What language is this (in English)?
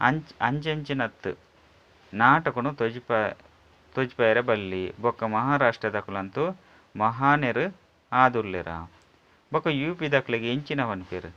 Tulu